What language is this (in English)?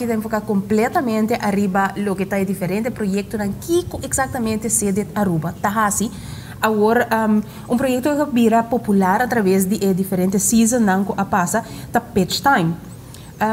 Papiamento